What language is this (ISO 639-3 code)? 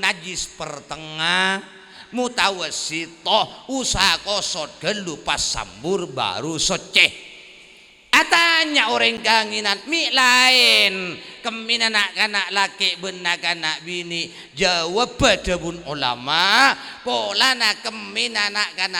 mad